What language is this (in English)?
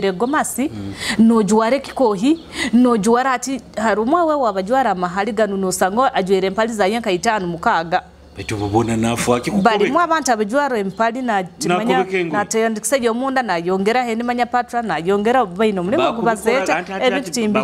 Nyoro